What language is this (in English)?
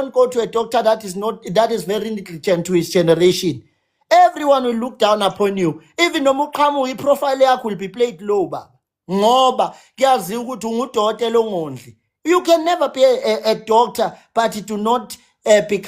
Zulu